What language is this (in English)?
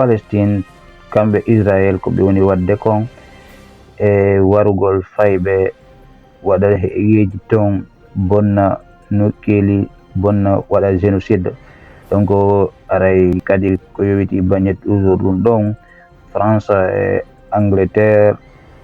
Fula